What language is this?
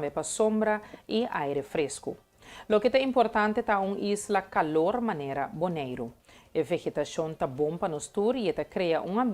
Papiamento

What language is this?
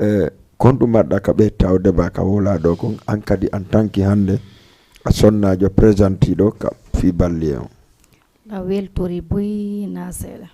Fula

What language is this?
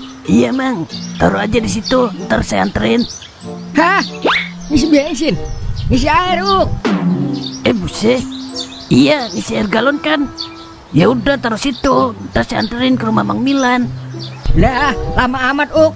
Betawi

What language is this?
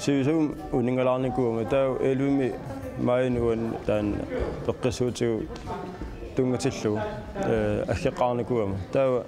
Kalaallisut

